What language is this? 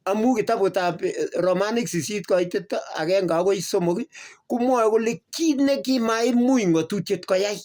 Kalenjin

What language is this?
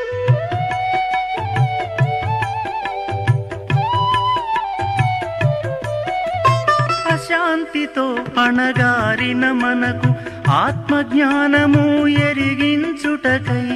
Telugu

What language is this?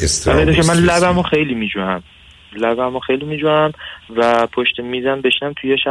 Persian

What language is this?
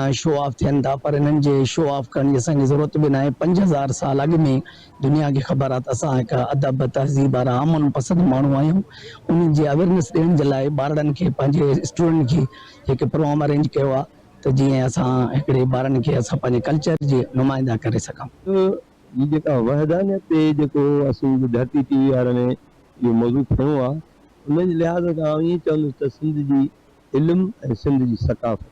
Sindhi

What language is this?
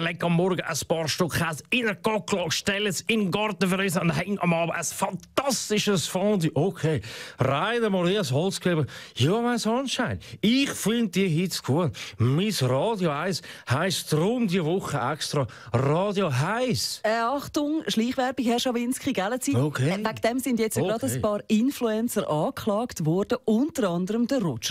Swiss German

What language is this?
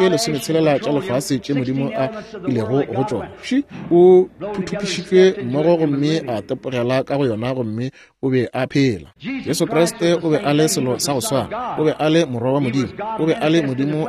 Northern Sotho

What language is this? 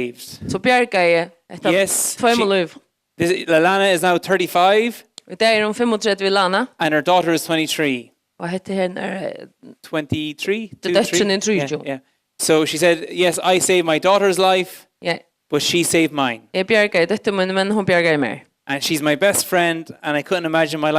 Faroese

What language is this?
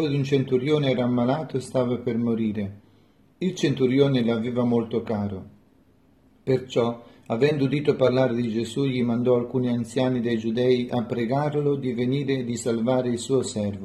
Italian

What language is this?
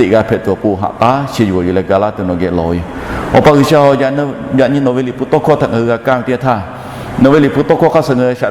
Lahu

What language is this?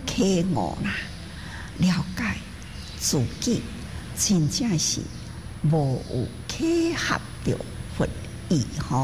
Chinese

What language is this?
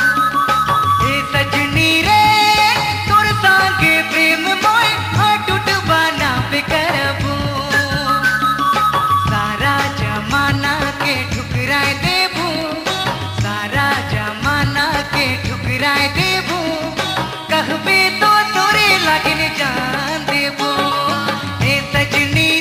Sadri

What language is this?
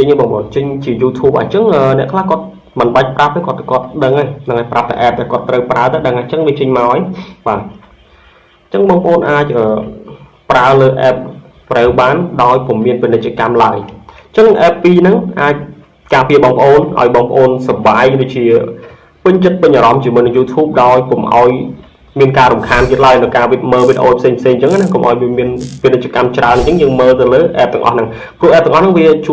Khmer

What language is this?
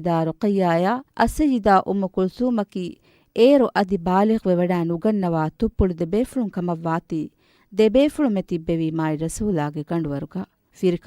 Divehi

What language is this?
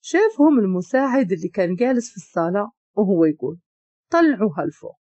Moroccan Arabic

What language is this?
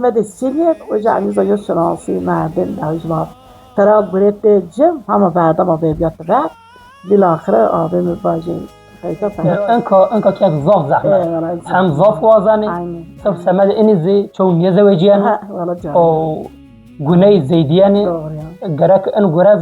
Zaza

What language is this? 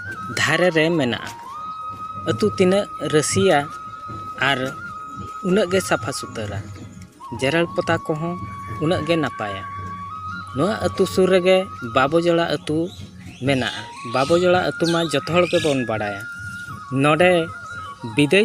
Santali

